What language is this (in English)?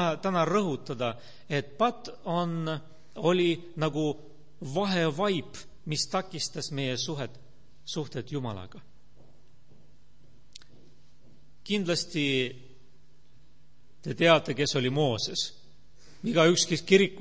Estonian